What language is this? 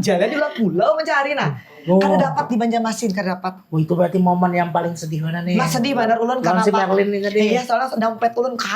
Banjar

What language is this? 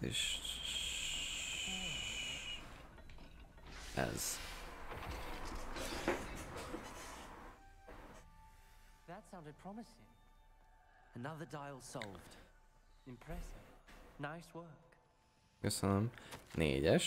Hungarian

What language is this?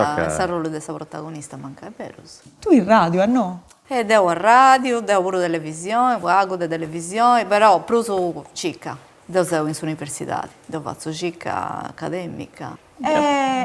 Sardinian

